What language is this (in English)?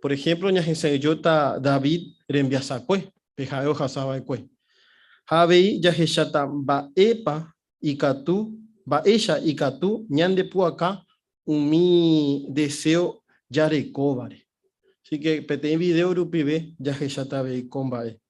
Guarani